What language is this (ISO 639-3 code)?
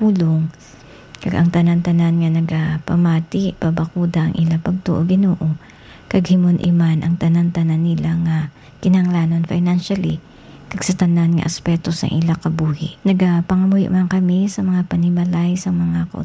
hil